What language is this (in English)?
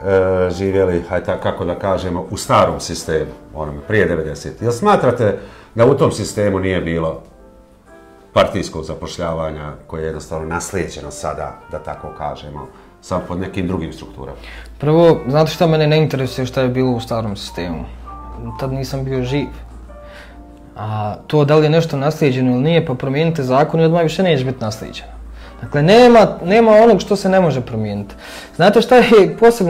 Serbian